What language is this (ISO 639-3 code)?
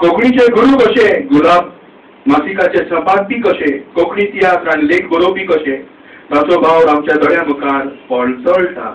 kok